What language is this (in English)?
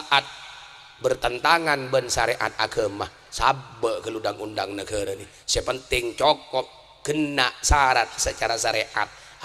Madurese